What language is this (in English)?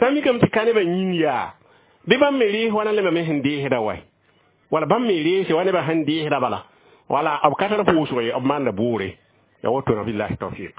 Mossi